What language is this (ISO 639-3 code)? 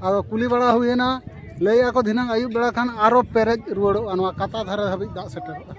sat